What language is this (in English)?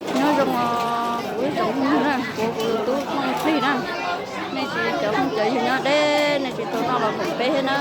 Hmong